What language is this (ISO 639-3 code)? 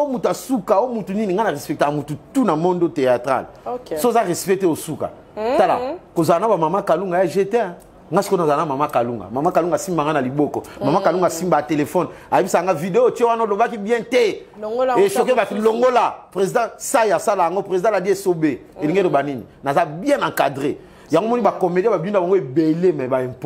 lin